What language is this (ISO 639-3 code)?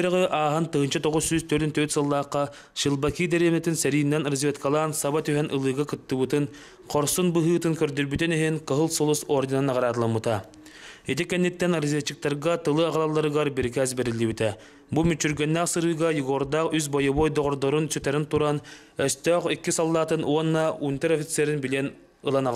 sah